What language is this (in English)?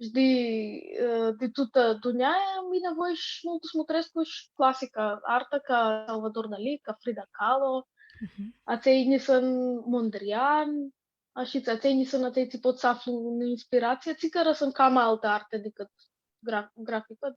Aromanian